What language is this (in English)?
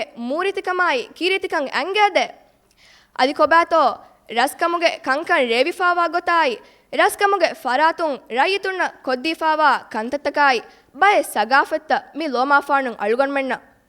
Divehi